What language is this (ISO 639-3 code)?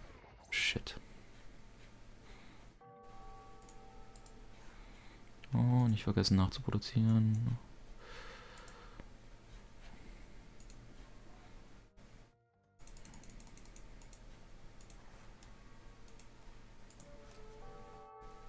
deu